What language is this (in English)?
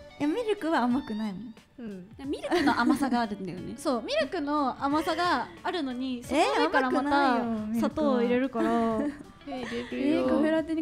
Japanese